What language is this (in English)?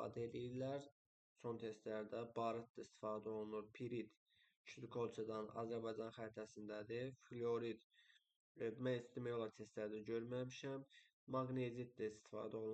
Azerbaijani